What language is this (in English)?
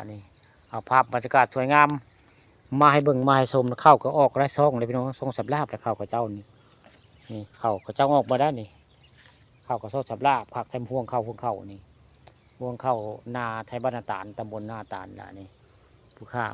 Northeastern Thai